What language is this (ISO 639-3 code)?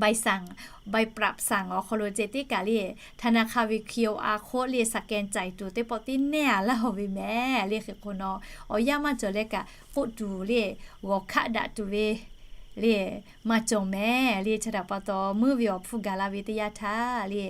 lhu